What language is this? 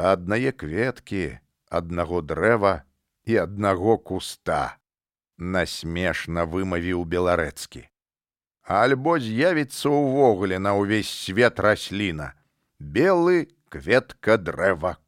Belarusian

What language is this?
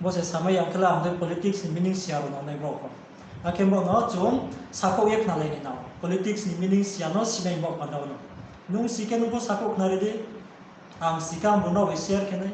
Riang (India)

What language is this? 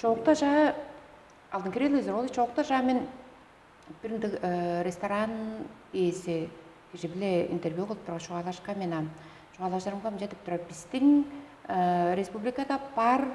Tuvinian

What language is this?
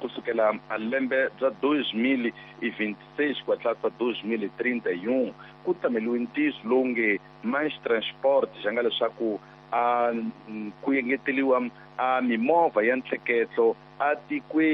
Tsonga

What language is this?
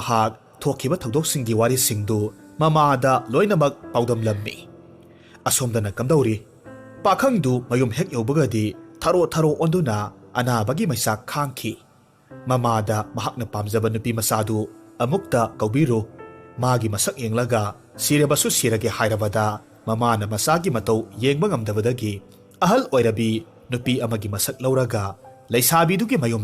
Manipuri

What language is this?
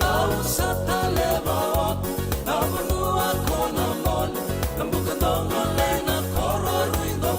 Fijian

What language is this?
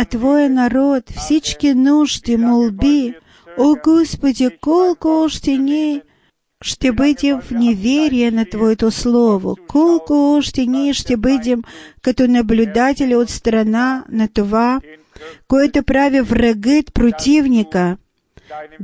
Bulgarian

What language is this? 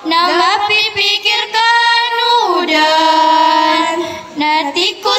Maranao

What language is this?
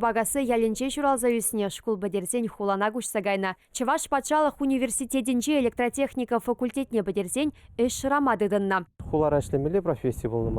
Chuvash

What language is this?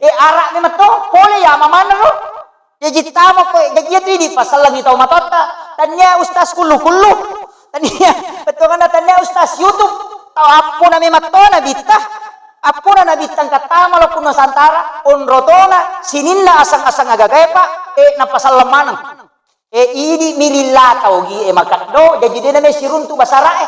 Buginese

